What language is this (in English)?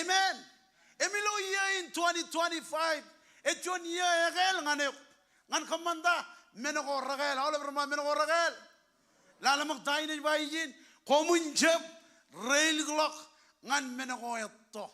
Marshallese